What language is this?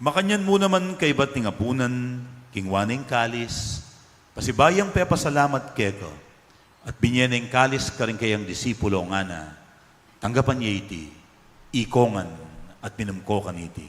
Pampanga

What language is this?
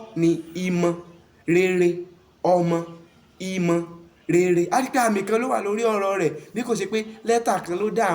Yoruba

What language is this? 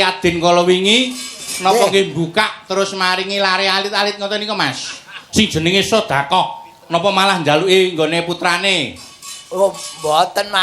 Javanese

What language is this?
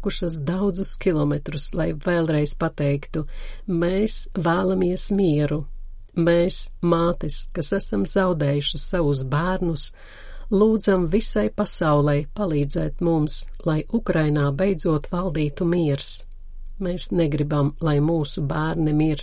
Latvian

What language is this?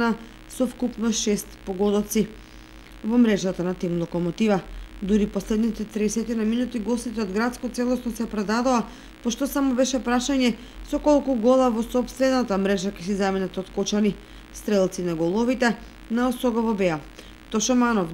Macedonian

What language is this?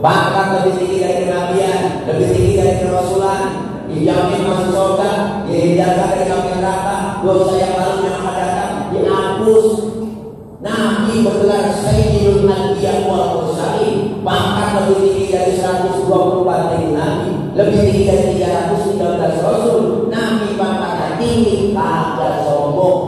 Betawi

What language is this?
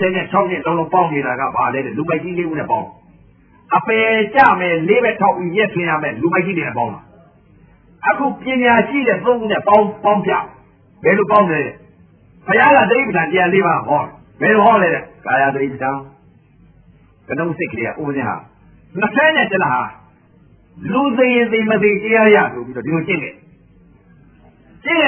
Burmese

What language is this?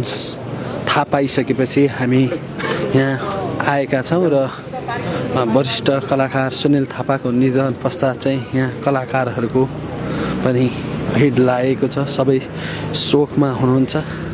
Nepali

